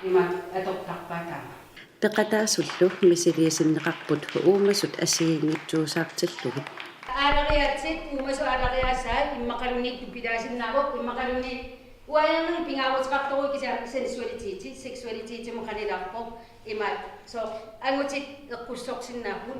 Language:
Kalaallisut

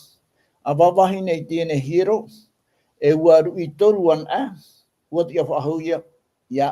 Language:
Tahitian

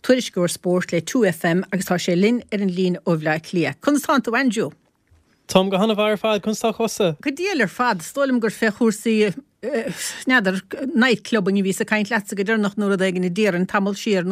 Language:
Irish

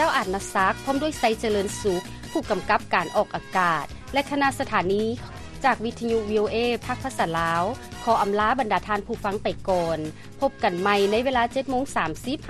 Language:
Lao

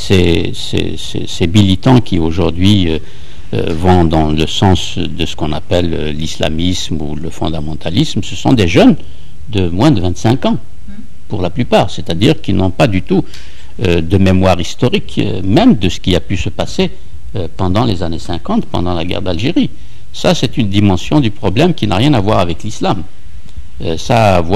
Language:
French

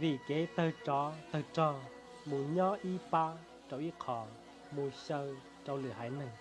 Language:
Hmong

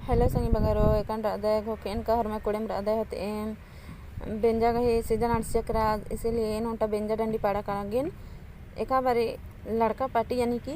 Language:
Kurukh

